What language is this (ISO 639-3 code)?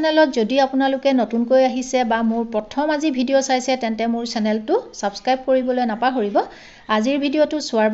asm